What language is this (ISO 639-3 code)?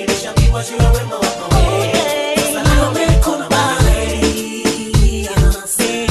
swa